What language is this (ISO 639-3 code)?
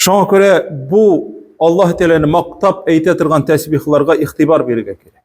tat